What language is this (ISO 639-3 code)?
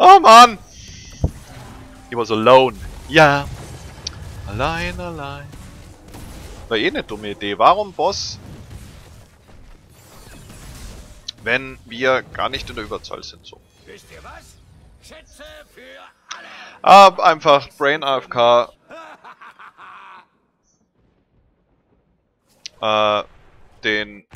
deu